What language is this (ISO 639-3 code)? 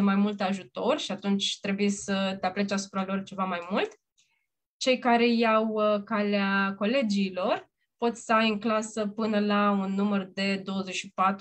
ron